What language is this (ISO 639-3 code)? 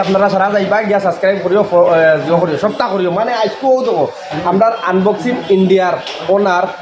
syl